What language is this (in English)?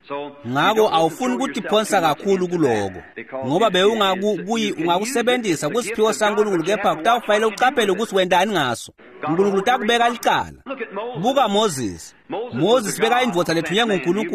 Swati